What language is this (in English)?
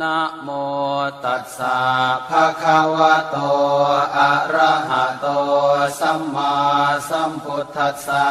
Pali